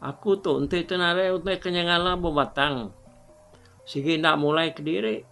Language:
Iban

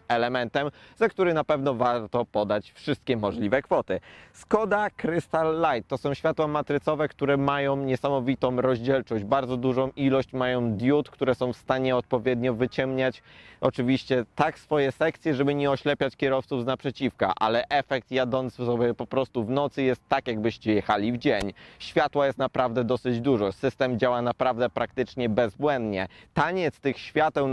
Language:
Polish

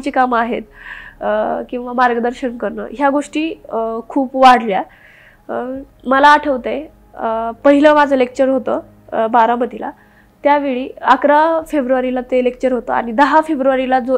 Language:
Marathi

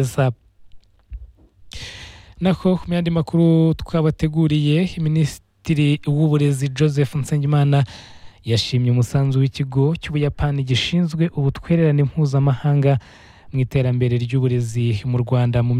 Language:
Kinyarwanda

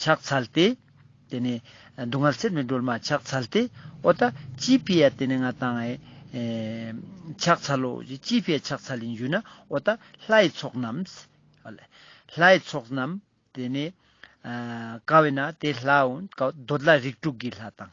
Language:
Ladakhi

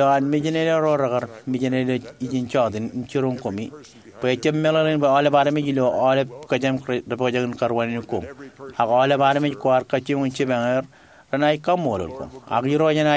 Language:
Marshallese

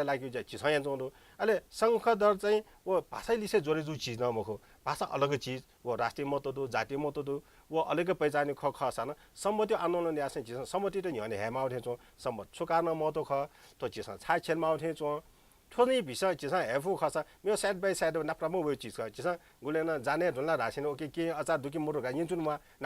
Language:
Newari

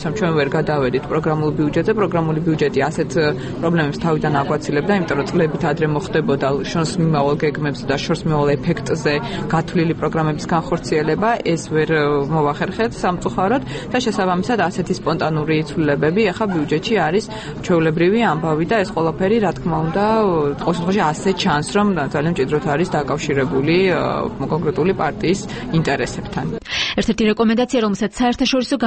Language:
Georgian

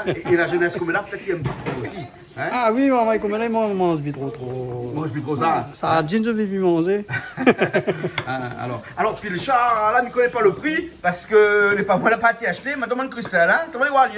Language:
Réunion Creole French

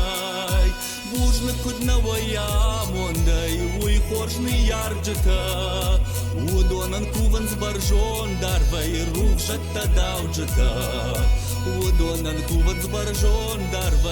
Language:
Ossetic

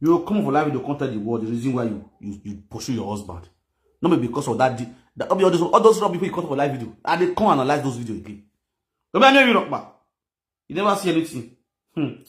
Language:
Nigerian Pidgin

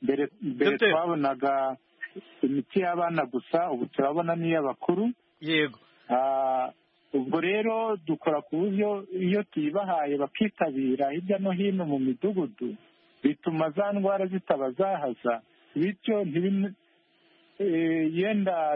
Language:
Kinyarwanda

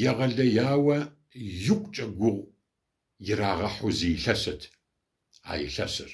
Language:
Kabardian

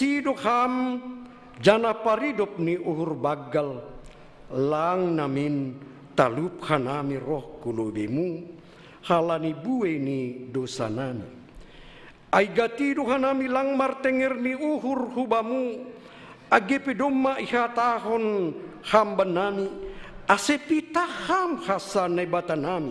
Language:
Batak Simalungun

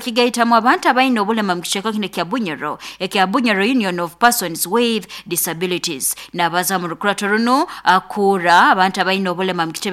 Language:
Nyoro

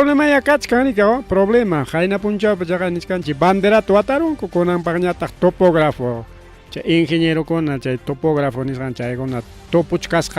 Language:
Ayacucho Quechua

